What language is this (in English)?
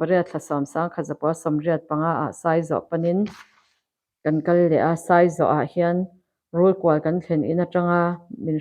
Mizo